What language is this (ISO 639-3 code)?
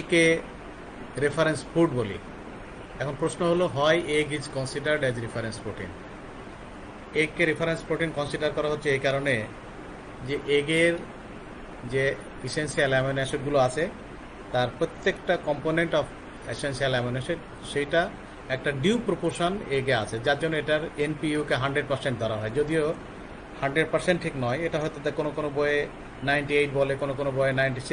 ben